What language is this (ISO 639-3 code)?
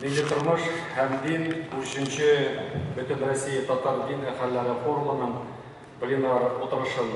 tat